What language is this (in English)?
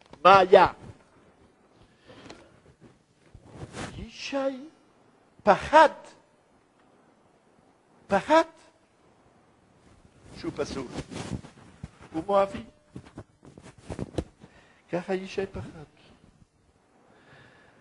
Hebrew